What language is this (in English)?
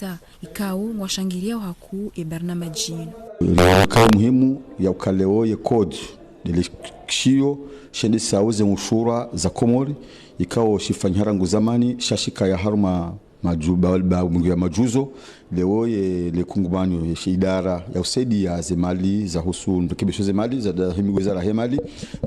Ngazidja Comorian